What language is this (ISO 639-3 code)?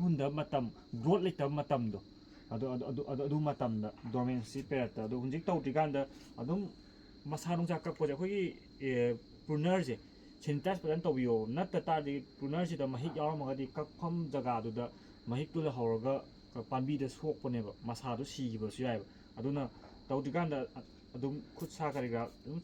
mni